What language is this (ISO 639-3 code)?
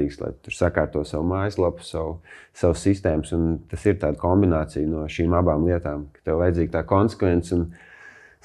lav